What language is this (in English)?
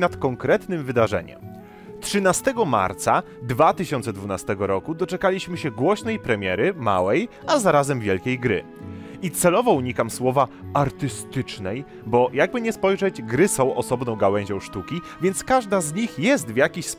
Polish